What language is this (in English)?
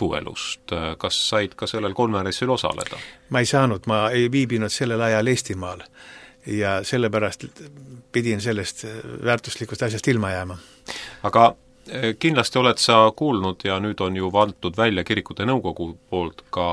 Estonian